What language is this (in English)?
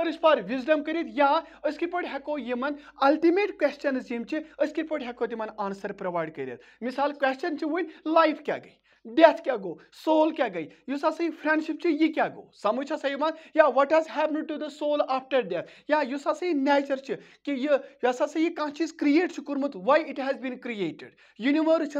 Kashmiri